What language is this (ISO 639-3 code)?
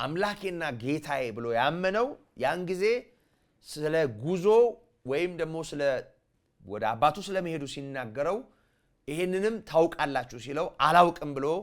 amh